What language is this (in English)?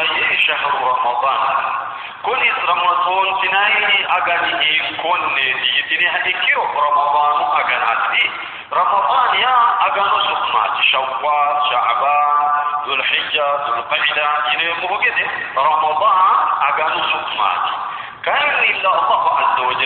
Sidamo